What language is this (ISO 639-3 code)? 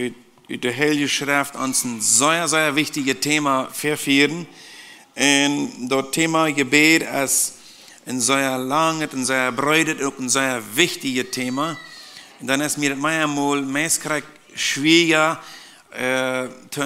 pdt